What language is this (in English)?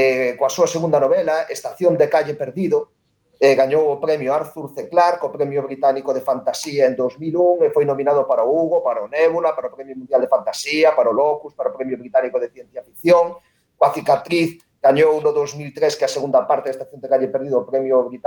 Galician